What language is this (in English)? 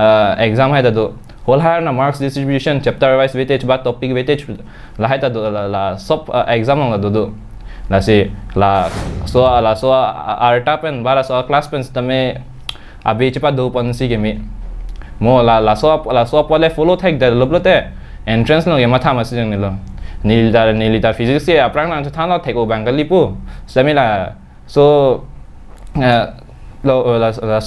Karbi